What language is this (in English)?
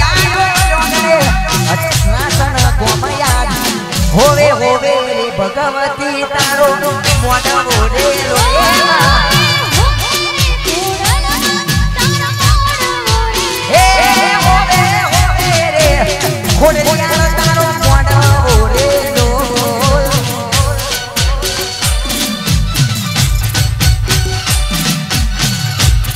Gujarati